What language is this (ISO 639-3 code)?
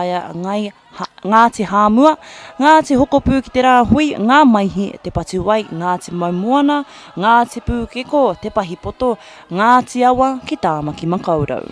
mri